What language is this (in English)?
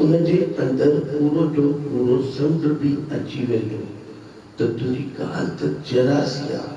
Sindhi